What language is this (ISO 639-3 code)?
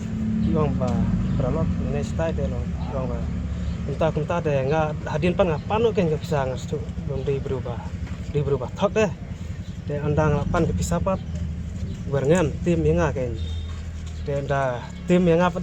kha